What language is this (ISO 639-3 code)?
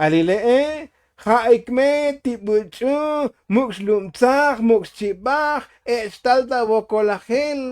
tzo